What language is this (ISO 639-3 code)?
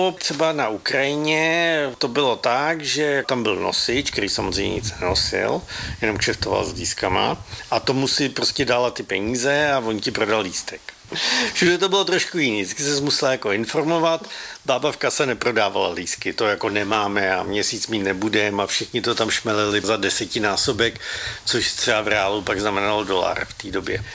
ces